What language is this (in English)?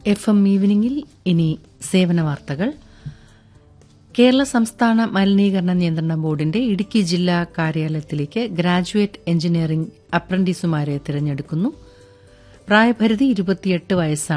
Malayalam